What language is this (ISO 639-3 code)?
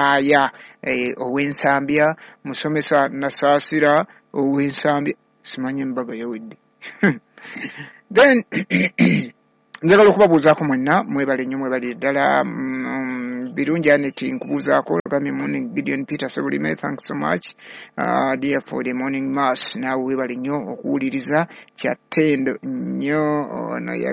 lug